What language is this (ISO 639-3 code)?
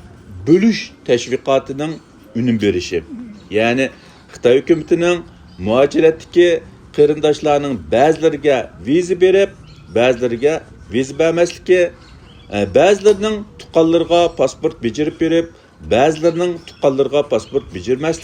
uig